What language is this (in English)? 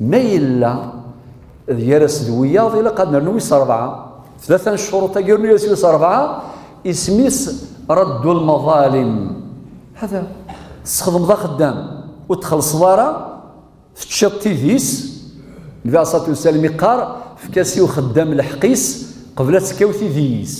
Kabyle